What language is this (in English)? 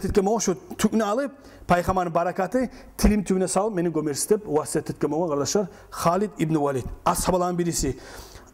Kumyk